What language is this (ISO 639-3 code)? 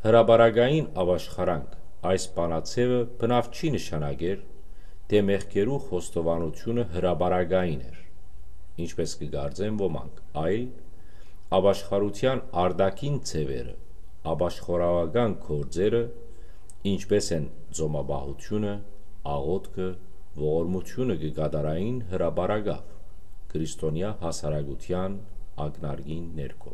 hyw